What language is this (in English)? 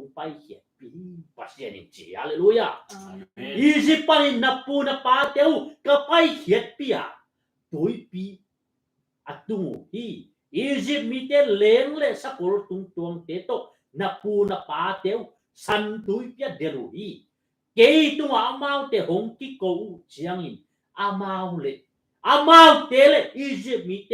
Tedim Chin